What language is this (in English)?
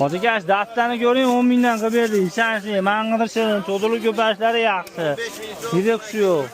Uzbek